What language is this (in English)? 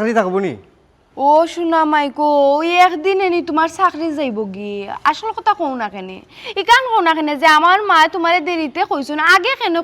Sylheti